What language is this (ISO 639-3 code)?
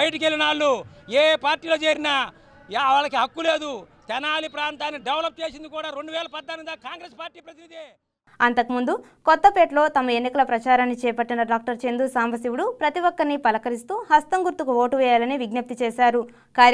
tel